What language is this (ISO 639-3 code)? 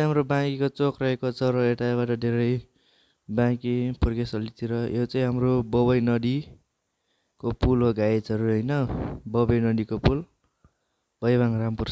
nep